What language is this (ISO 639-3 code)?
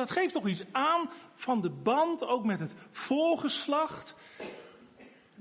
nld